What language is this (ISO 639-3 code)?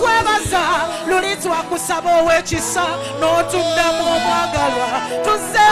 lug